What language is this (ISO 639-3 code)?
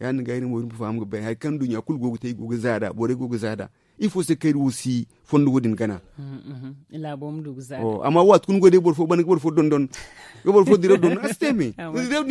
dje